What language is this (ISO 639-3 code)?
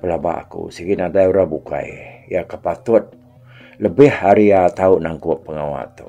iba